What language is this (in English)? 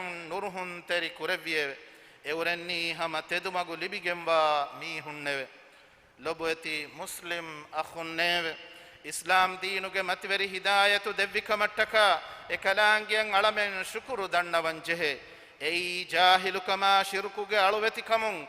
Divehi